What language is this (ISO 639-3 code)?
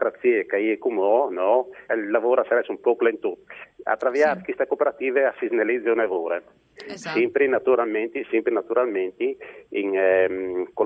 fur